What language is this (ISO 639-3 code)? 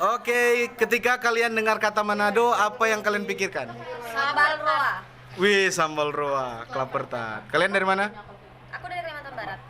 xmm